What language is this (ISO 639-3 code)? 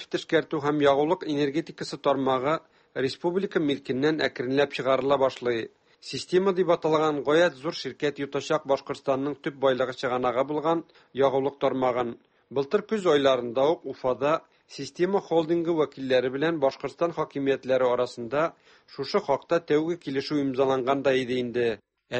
tat